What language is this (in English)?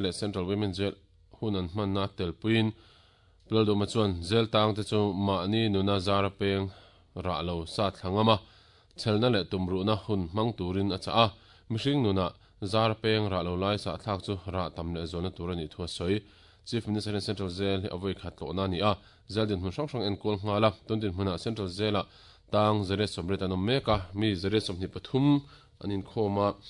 Mizo